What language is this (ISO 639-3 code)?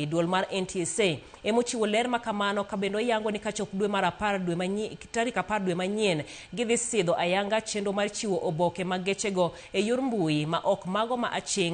luo